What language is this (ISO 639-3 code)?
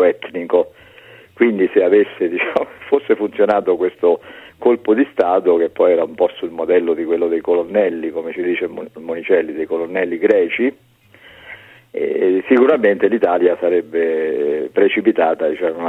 ita